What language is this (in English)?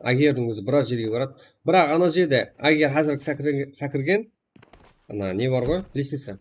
Kara-Kalpak